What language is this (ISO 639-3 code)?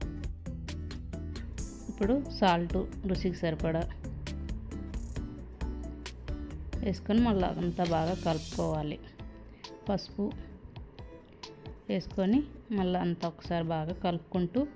tel